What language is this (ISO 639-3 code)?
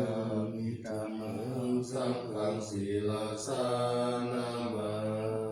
pli